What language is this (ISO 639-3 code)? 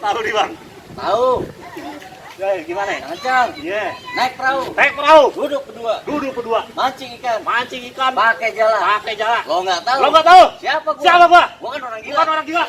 bew